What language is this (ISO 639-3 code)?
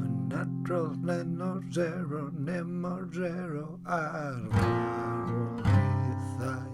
cym